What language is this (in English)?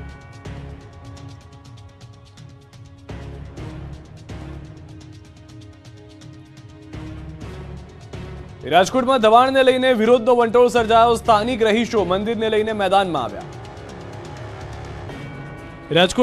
Gujarati